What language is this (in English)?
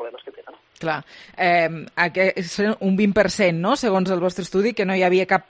Catalan